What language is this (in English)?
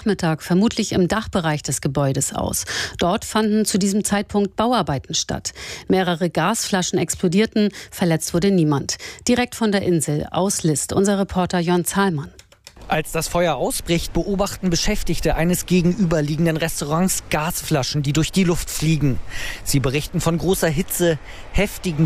German